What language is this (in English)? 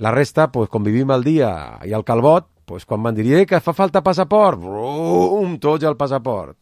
Catalan